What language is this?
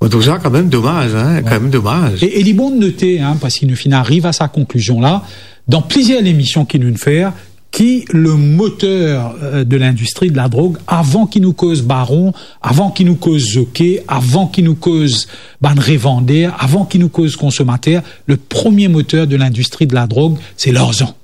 Morisyen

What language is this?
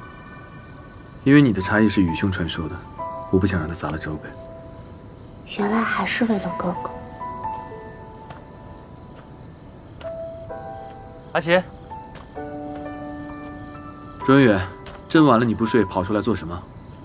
Chinese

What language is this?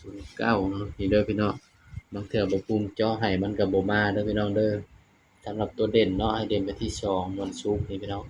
Northeastern Thai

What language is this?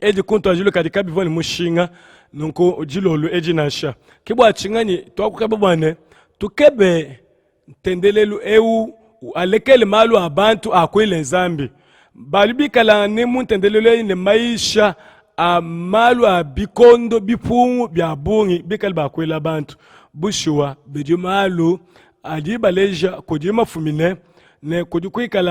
Luba-Lulua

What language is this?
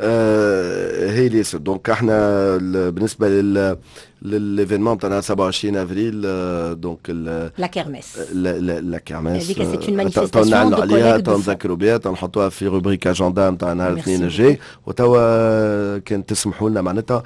Tunisian Arabic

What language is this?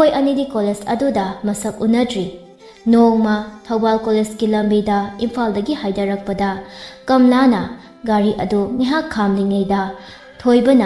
Manipuri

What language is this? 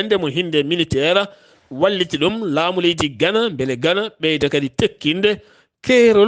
Fula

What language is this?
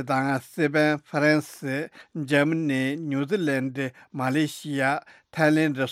Tibetan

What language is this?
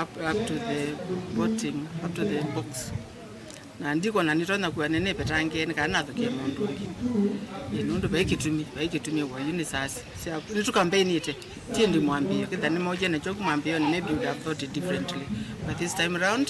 Kamba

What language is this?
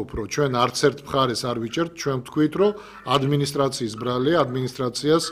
Georgian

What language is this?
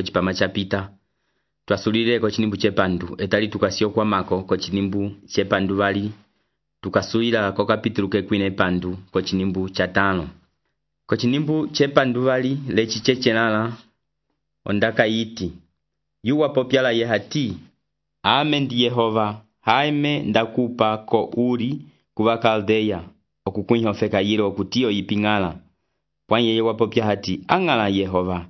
Umbundu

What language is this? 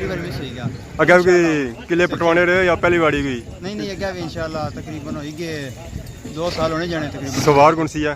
Pahari-Potwari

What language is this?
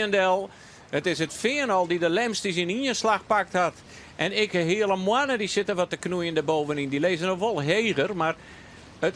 Western Frisian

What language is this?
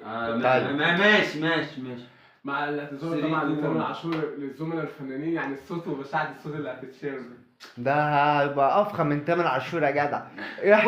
Egyptian Arabic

